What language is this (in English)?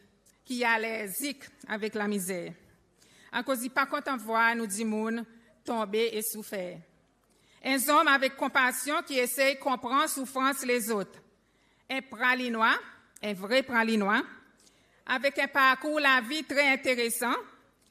Seselwa Creole French